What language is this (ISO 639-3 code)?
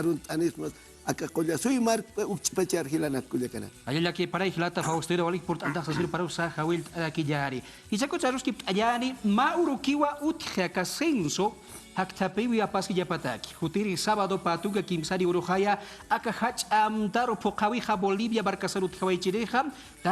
aym